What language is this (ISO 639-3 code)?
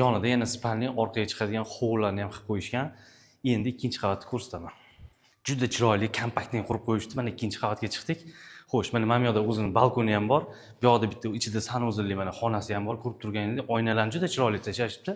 uzb